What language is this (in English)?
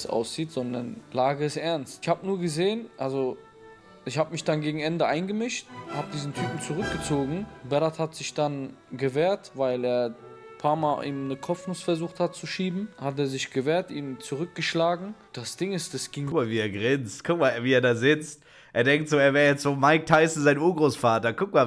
German